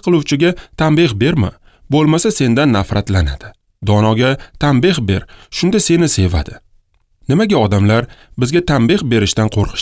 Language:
Uzbek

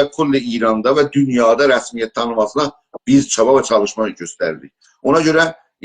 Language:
South Azerbaijani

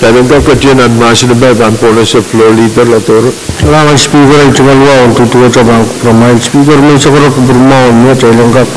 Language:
Pohnpeian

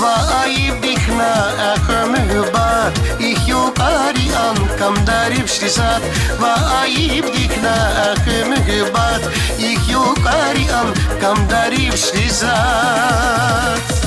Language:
Tabassaran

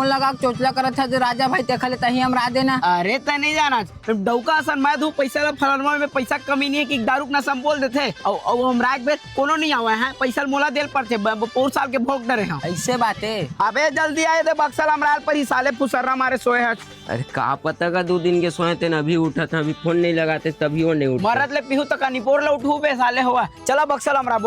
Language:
Chhattisgarhi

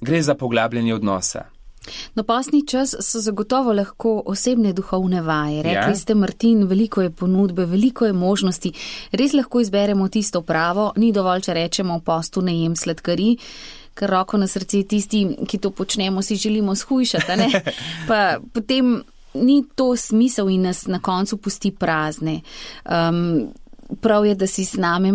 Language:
Slovenian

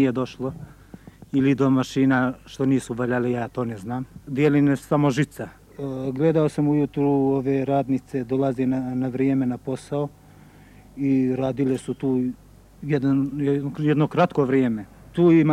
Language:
Serbian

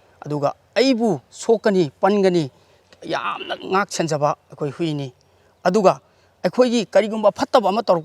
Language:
Manipuri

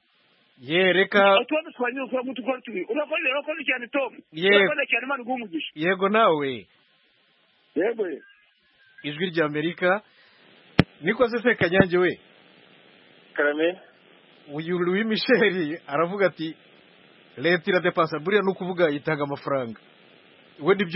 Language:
Kinyarwanda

